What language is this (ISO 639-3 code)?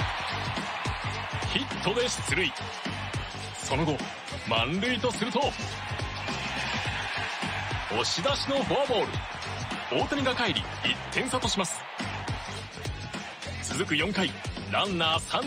jpn